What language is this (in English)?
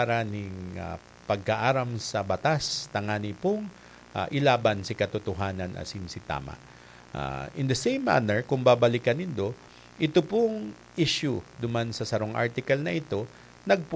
Bikol